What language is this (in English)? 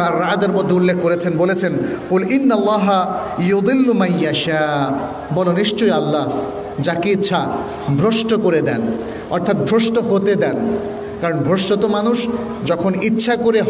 Bangla